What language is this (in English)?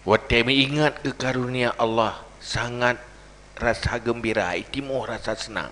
Achinese